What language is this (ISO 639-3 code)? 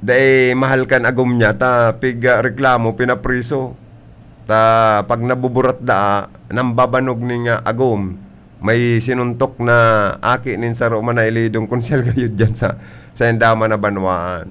bik